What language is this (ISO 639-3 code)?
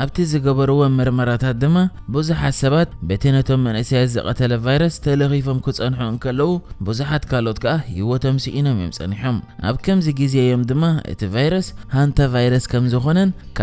tir